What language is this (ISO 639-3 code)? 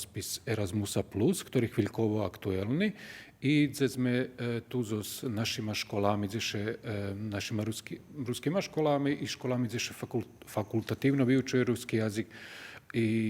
rue